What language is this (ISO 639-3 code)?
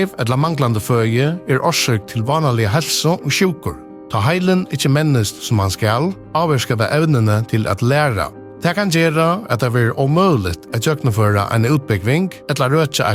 fao